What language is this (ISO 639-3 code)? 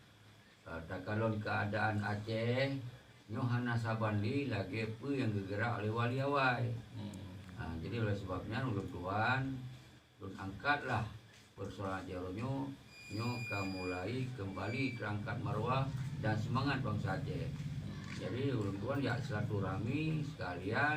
ace